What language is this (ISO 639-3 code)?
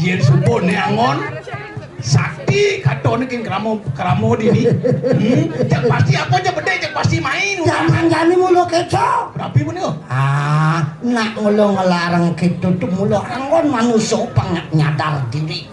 ban